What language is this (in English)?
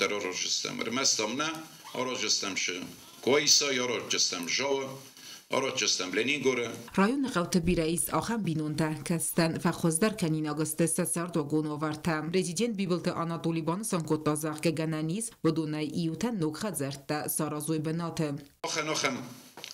Ossetic